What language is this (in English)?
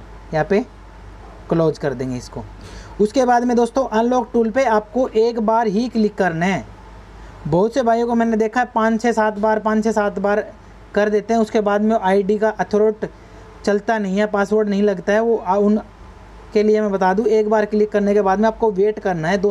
Hindi